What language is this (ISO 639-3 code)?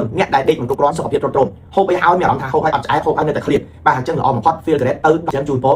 khm